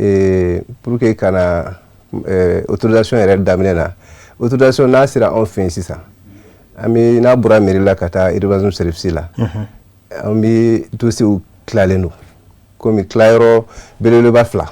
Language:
Bambara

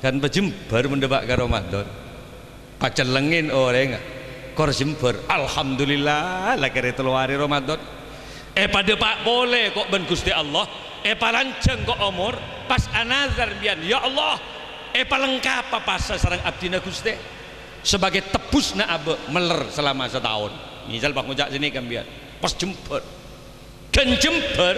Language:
Madurese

